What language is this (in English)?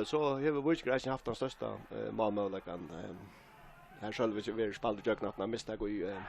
Faroese